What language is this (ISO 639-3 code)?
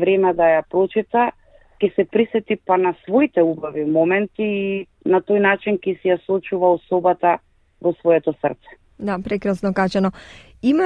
mkd